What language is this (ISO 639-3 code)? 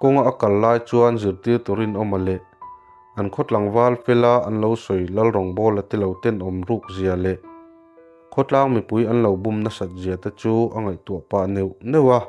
lus